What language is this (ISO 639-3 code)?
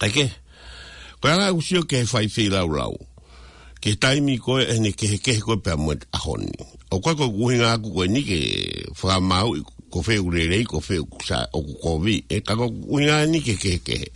ton